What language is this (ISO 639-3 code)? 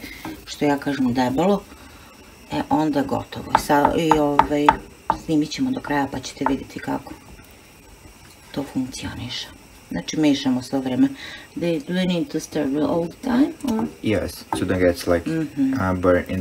srp